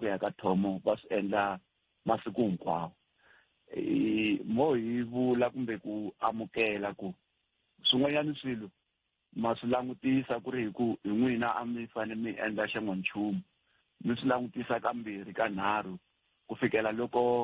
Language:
Tsonga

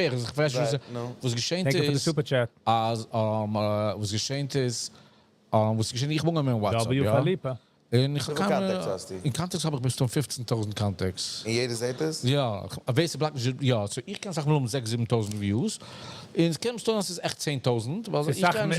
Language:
Yiddish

